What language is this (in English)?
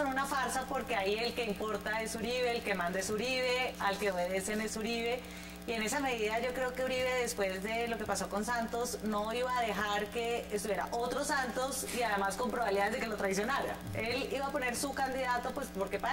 Spanish